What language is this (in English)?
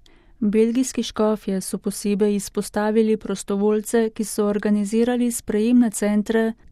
Slovenian